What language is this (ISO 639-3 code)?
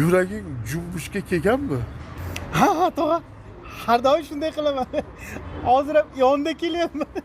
uzb